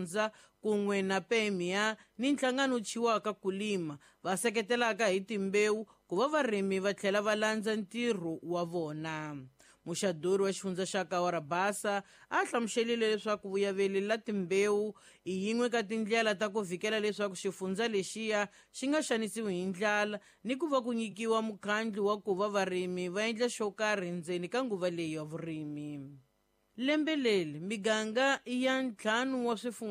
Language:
Tsonga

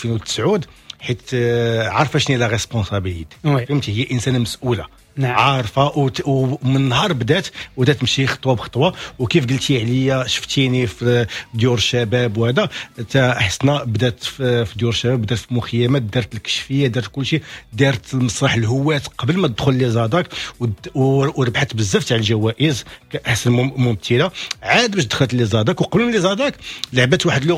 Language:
Moroccan Arabic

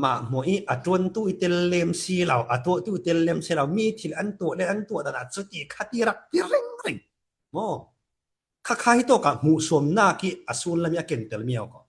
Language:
Falam Chin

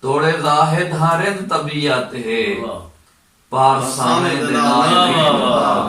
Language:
Saraiki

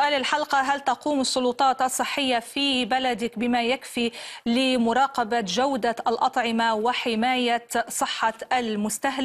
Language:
Arabic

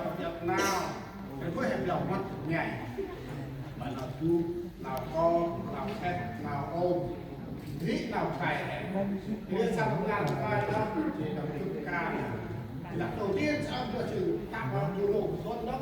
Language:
Central Mnong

